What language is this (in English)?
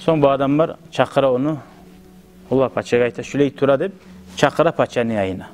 Kumyk